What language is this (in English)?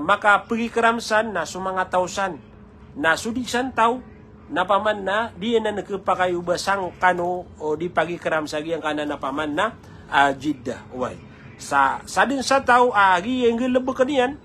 Maranao